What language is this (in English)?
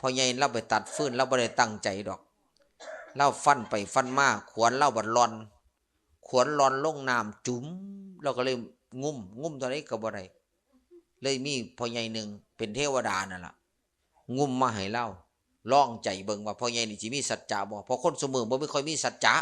Lao